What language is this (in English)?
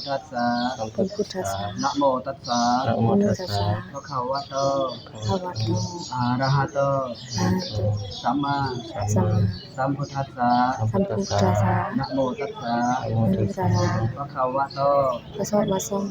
Lao